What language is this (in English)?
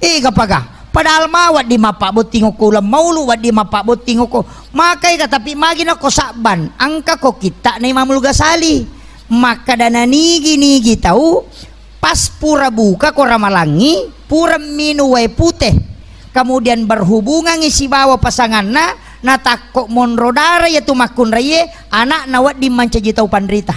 Buginese